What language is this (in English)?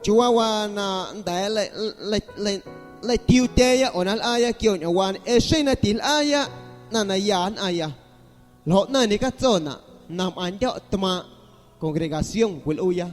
Guerrero Amuzgo